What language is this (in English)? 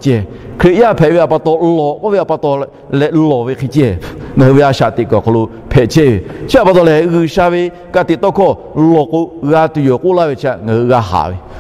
Lahu